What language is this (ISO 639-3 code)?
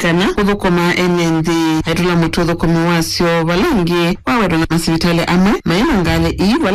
kam